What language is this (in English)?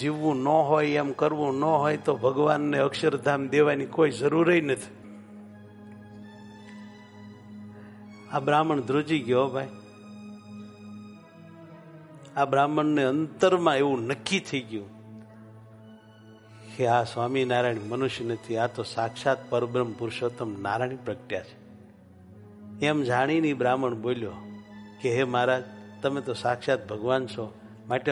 Gujarati